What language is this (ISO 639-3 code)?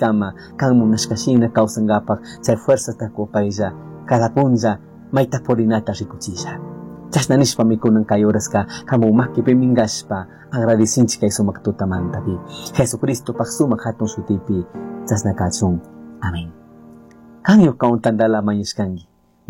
qug